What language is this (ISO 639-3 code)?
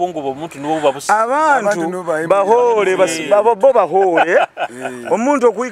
nyo